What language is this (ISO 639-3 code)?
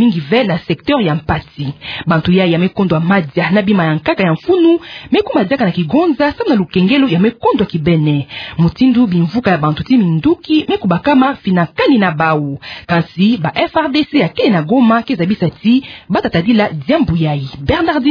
ktu